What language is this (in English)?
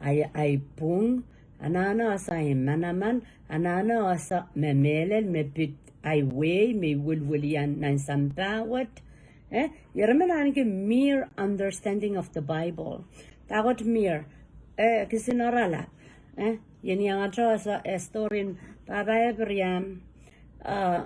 Pohnpeian